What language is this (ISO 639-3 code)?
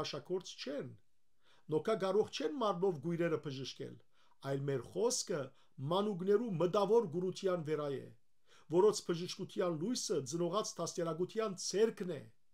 hyw